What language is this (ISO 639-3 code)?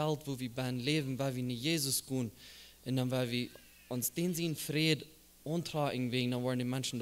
pdt